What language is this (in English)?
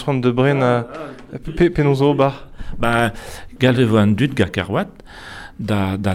Breton